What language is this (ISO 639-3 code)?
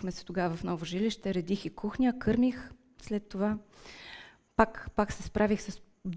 bul